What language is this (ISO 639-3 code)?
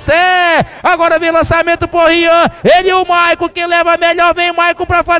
por